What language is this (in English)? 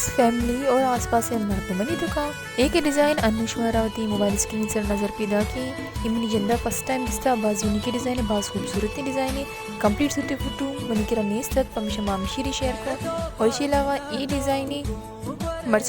Baluchi